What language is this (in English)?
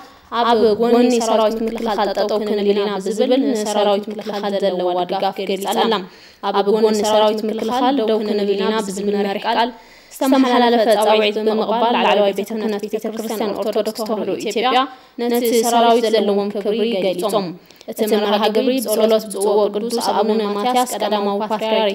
Tigrinya